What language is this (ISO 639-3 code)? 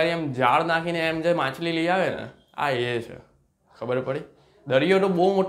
guj